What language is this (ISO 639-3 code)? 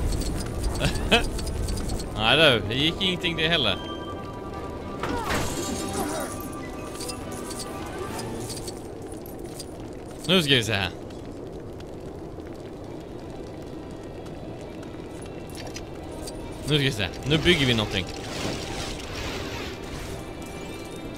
swe